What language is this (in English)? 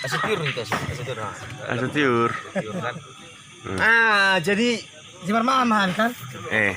Batak Toba